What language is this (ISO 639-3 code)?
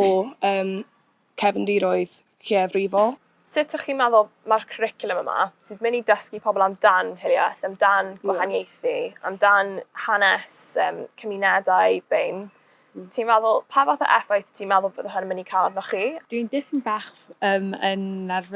cym